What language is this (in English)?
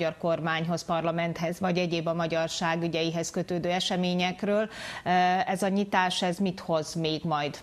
Hungarian